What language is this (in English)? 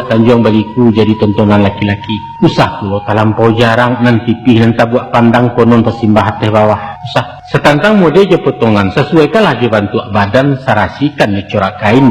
Minangkabau